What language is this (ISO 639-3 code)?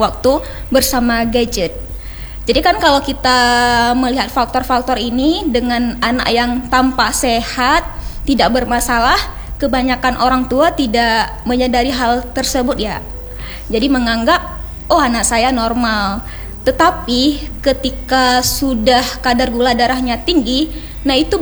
ind